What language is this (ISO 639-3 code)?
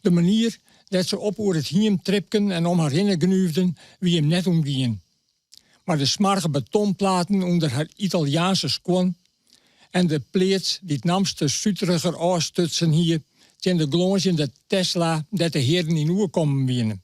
fry